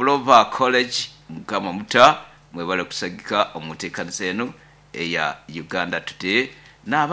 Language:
Nyoro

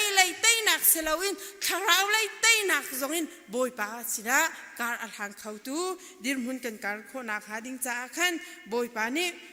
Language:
Hakha Chin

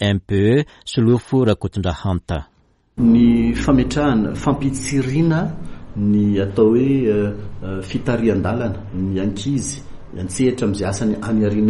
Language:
Malagasy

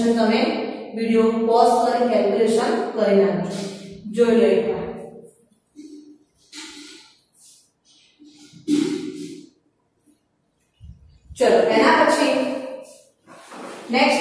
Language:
Gujarati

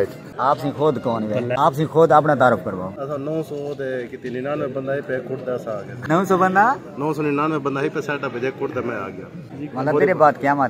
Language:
Saraiki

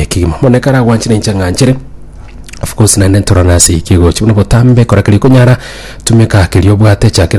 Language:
Gusii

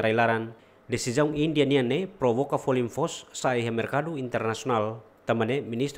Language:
Tetum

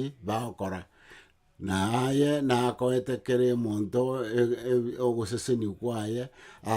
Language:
Gusii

